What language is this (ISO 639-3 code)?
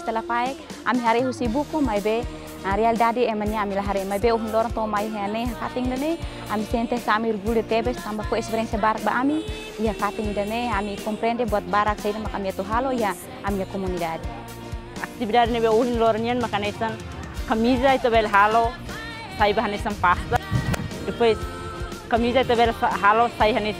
tet